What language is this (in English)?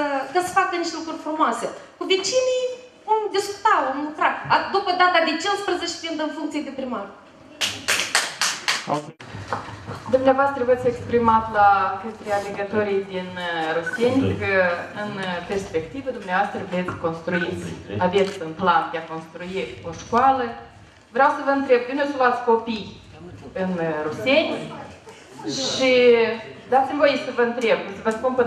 Romanian